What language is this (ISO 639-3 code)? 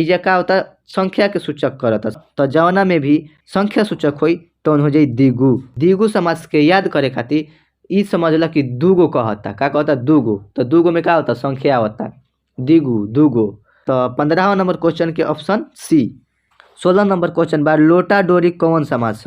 bho